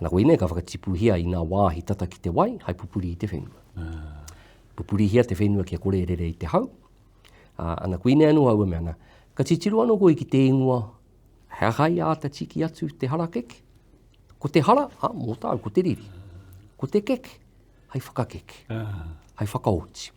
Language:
Māori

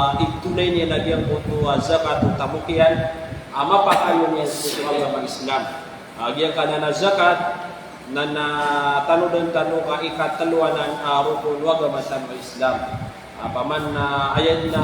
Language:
Maranao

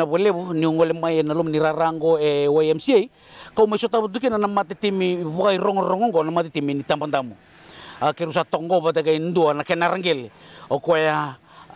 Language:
Fijian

